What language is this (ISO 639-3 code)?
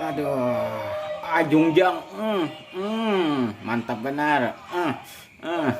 bjn